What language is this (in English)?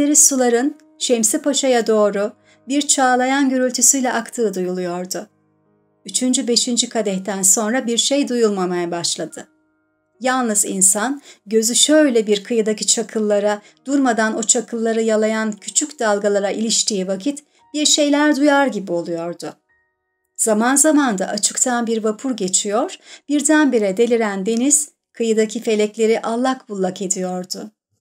Turkish